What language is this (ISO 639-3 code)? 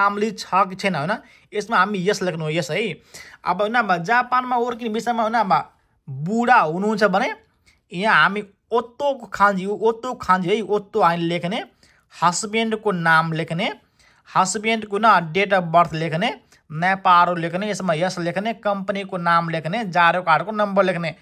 nep